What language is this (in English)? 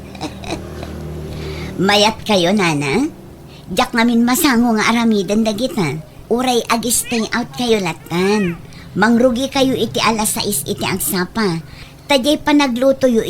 Iloko